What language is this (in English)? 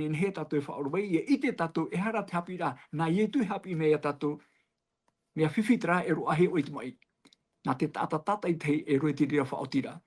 Tahitian